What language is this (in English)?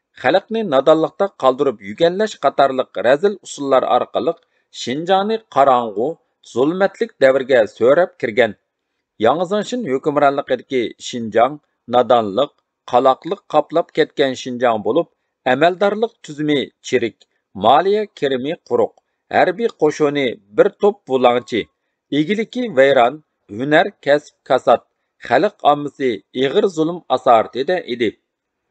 Uyghur